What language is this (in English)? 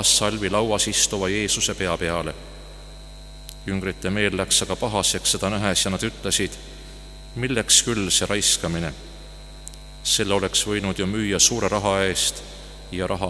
Estonian